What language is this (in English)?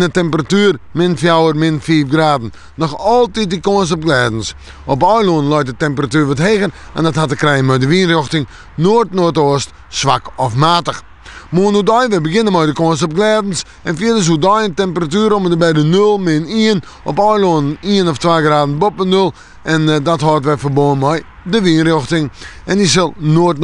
Western Frisian